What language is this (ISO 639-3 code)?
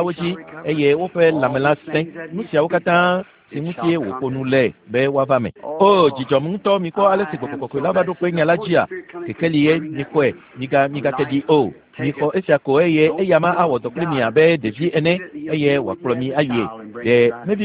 ewe